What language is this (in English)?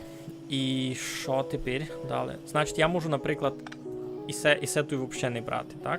Rusyn